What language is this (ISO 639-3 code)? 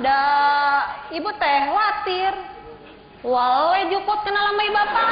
sun